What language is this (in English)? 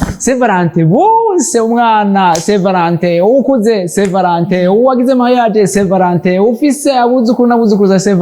Rundi